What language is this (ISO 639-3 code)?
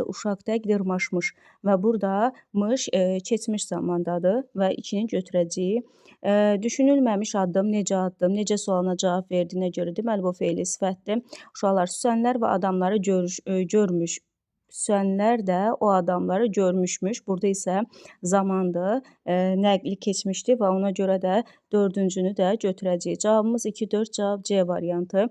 aze